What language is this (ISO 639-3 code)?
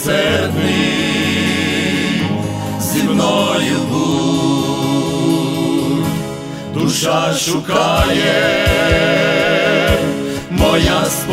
ukr